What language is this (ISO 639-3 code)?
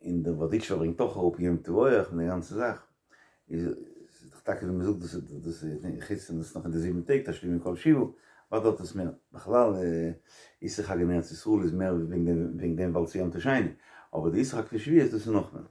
yid